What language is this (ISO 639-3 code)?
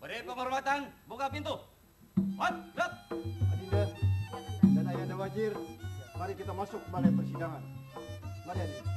bjn